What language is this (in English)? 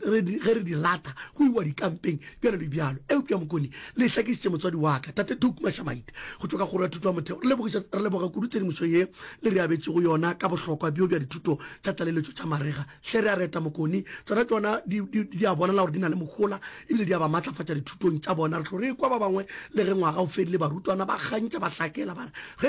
Northern Sotho